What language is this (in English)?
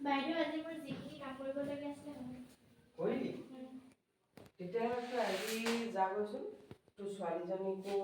Assamese